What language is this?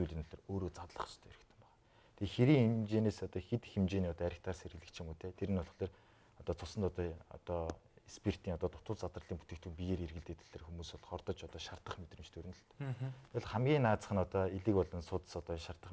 Mongolian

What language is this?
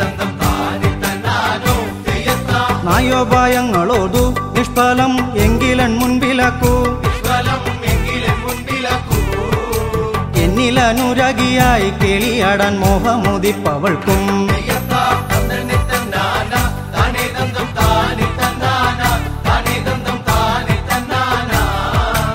Malayalam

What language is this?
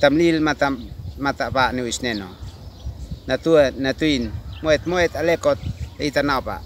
Uab Meto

